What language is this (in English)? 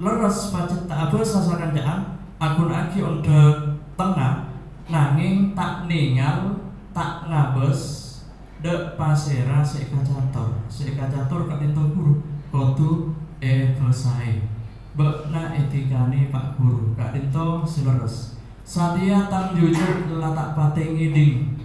Madurese